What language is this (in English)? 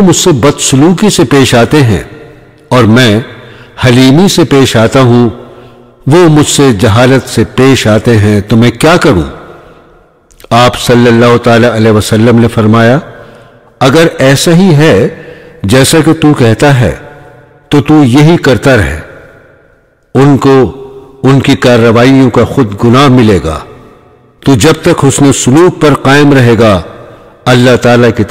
Urdu